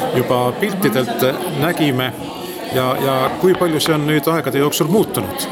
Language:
Estonian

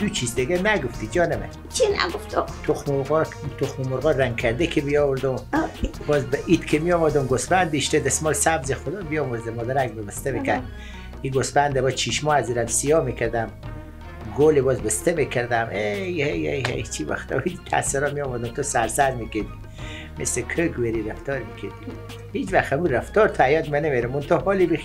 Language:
Persian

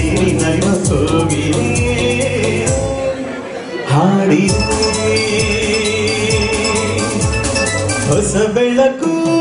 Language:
Kannada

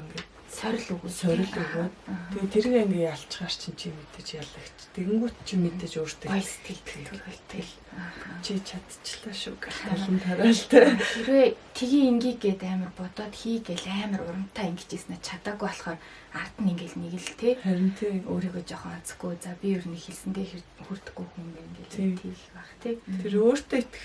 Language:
Mongolian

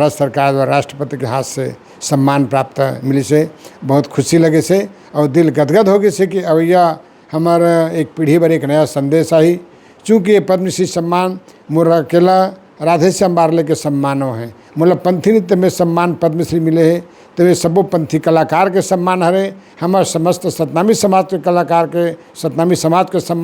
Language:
Chhattisgarhi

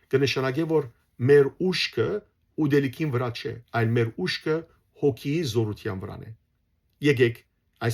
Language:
Western Armenian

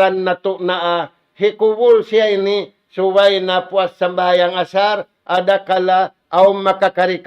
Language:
Tausug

